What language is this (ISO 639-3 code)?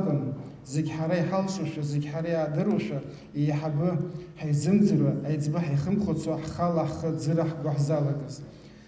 abk